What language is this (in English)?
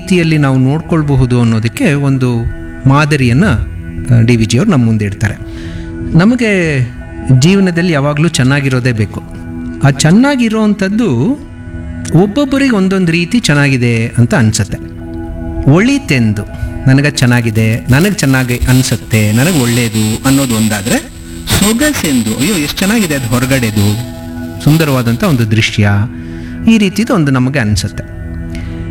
Kannada